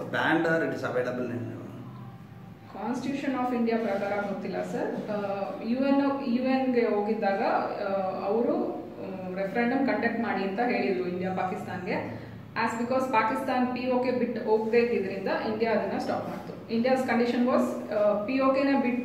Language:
Kannada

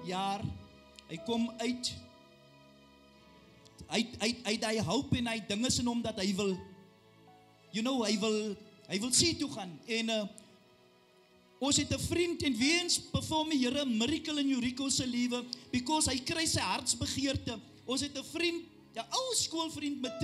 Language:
Afrikaans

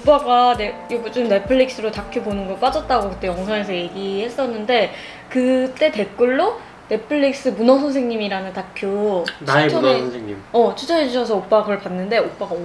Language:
Korean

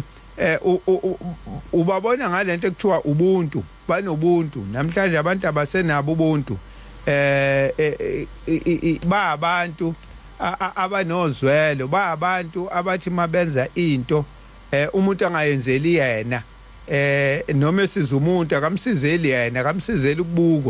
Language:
Zulu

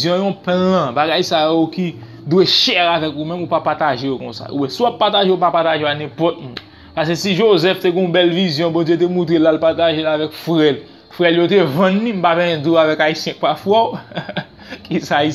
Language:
Haitian Creole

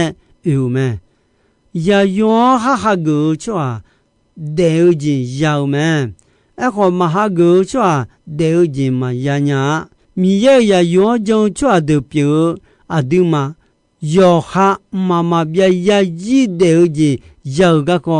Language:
Akha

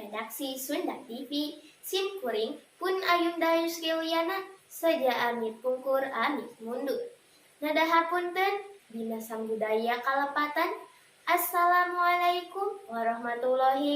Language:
Sundanese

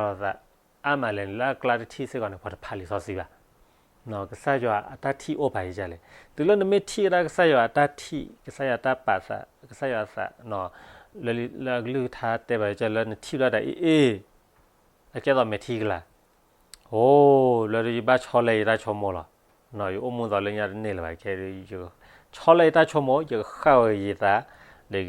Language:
S'gaw Karen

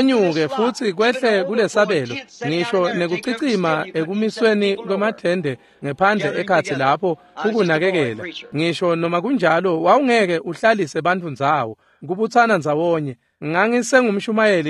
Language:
Swati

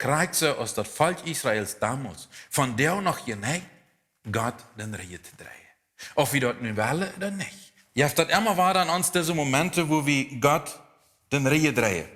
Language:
Plautdietsch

